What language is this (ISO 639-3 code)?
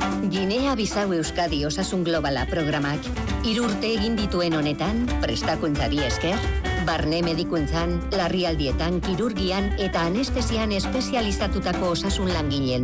eus